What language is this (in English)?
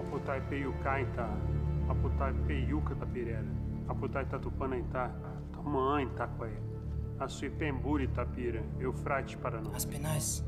Nheengatu